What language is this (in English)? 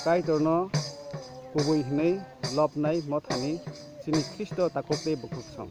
Kok Borok